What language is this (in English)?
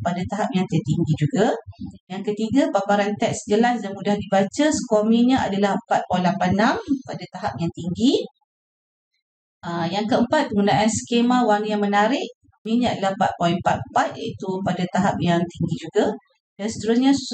Malay